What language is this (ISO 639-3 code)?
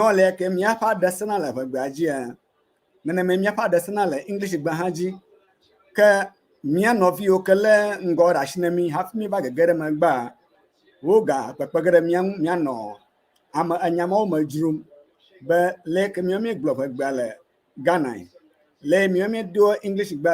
ewe